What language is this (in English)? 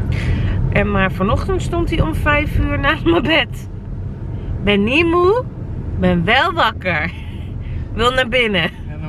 Dutch